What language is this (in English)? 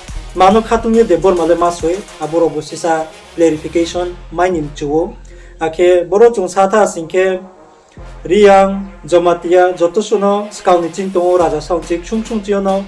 Riang (India)